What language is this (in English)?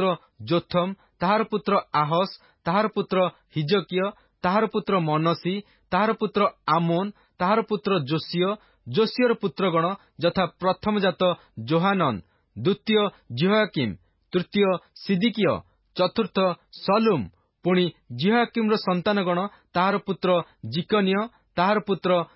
Odia